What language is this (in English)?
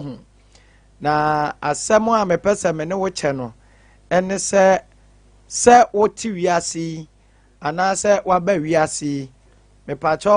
Akan